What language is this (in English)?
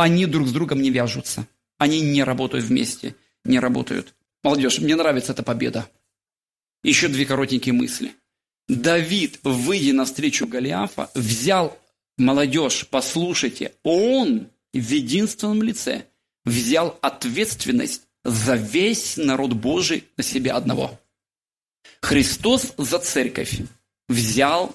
Russian